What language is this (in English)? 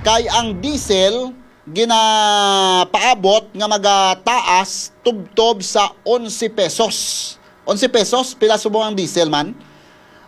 Hiligaynon